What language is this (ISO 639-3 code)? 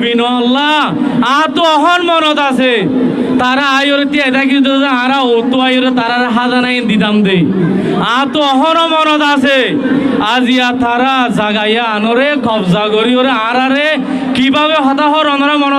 rhg